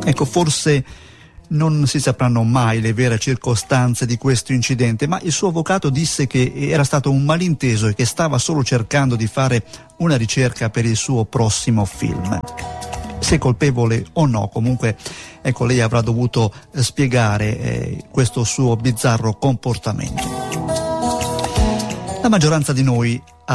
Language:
Italian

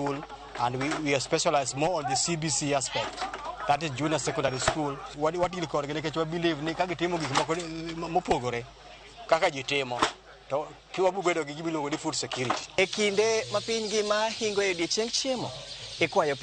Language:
Luo (Kenya and Tanzania)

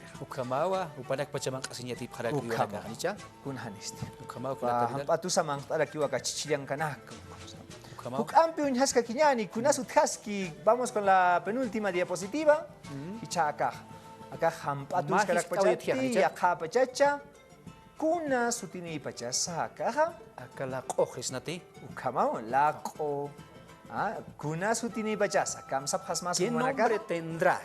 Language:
Aymara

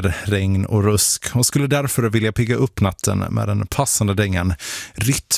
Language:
Swedish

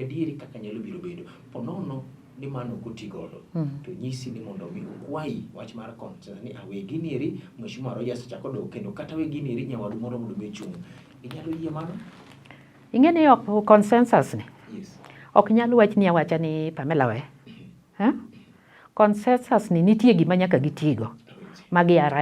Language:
Luo (Kenya and Tanzania)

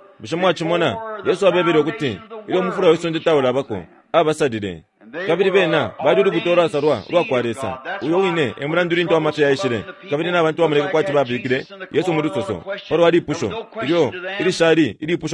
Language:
Bemba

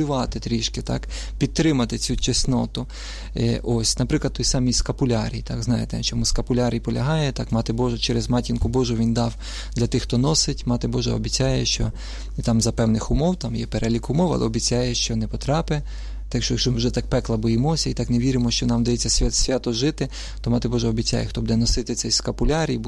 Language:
Ukrainian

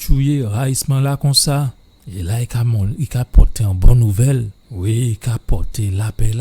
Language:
Guadeloupean Creole French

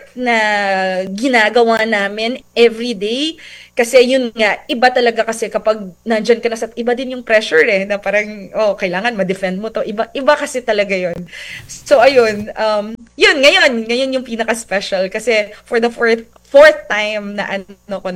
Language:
Filipino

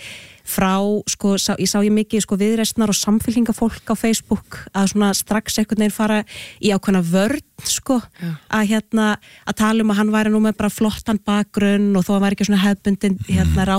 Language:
Icelandic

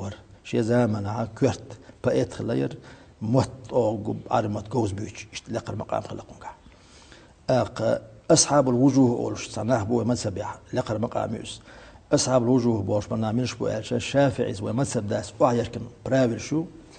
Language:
Chechen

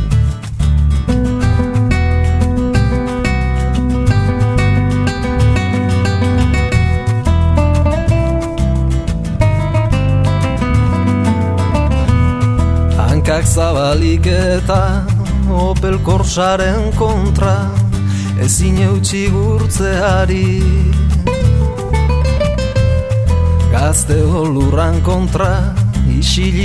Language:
Basque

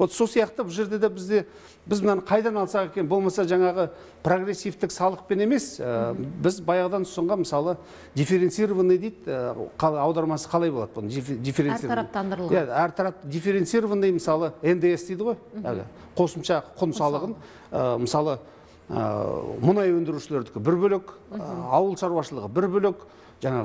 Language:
Kazakh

